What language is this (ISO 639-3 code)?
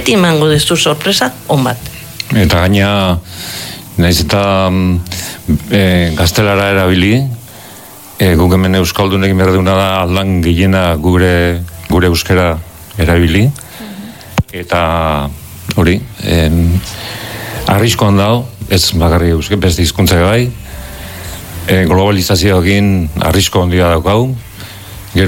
eus